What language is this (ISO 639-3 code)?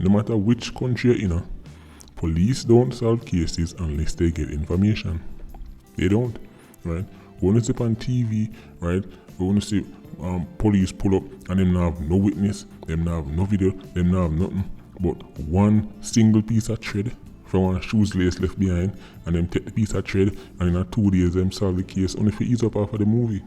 jam